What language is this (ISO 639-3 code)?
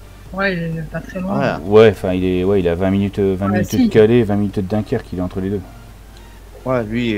fra